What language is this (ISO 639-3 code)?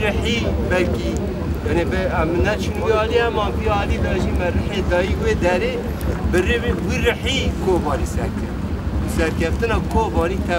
kur